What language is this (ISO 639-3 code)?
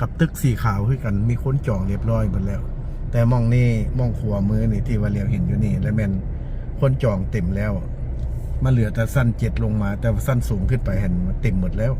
lao